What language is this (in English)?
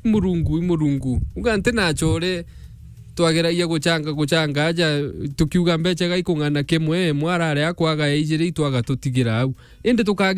Meru